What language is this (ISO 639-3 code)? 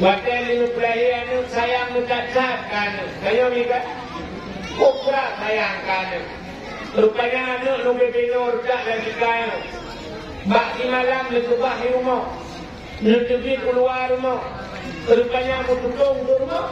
ace